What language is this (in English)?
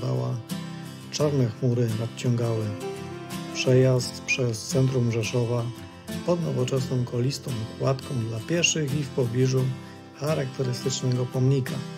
Polish